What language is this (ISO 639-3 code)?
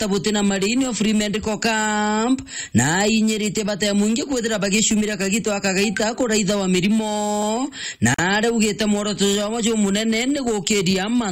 mer